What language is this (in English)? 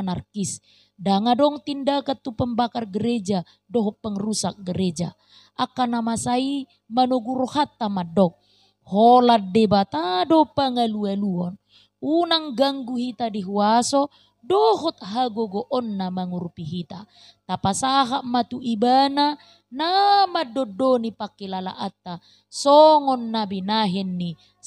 Batak Toba